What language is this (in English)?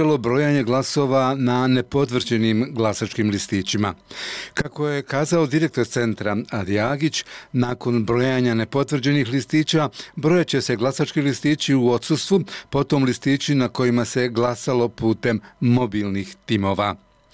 Bosnian